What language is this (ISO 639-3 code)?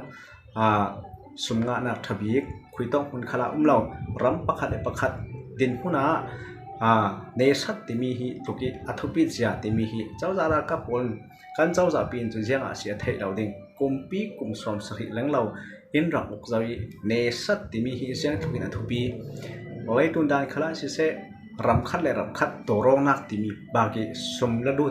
cfm